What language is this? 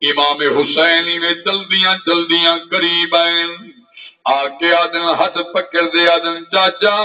Saraiki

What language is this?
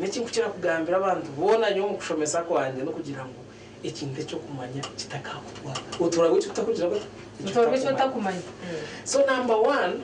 Nyankole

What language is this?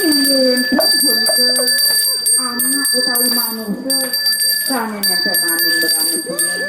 Balinese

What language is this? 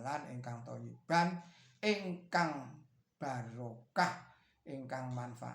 Javanese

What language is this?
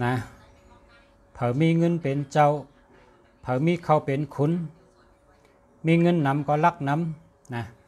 Shan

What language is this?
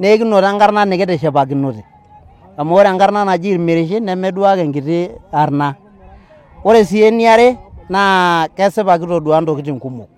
Masai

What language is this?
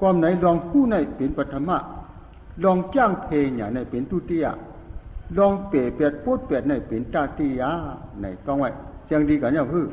Shan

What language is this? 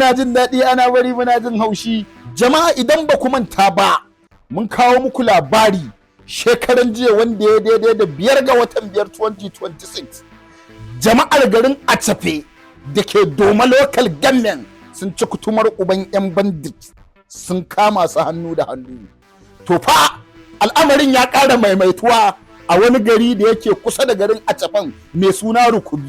Hausa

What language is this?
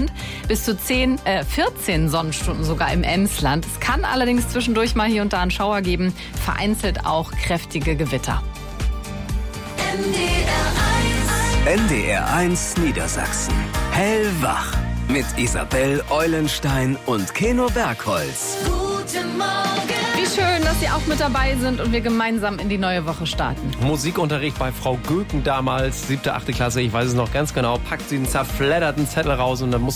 German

